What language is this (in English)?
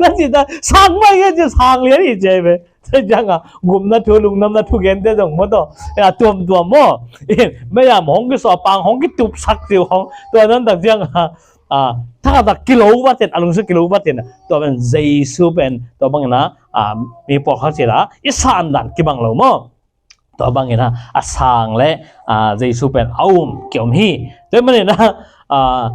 Tedim Chin